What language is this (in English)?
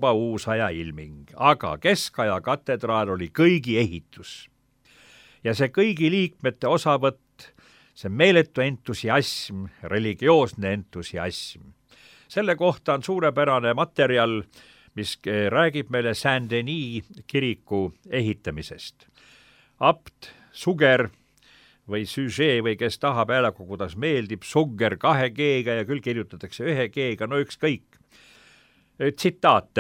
Estonian